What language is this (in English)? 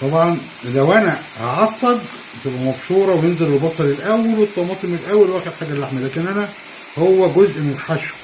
Egyptian Arabic